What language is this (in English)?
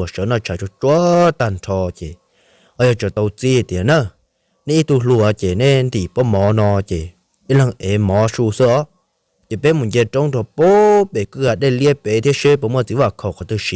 Hmong